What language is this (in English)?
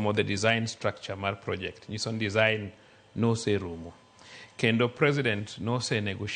Luo (Kenya and Tanzania)